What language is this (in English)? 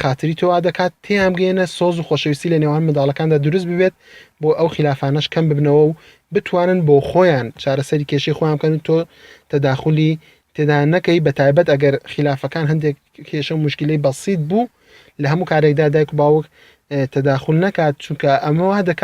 Central Kurdish